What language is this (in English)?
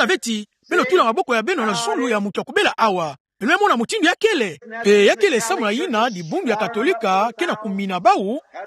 Kituba (Democratic Republic of Congo)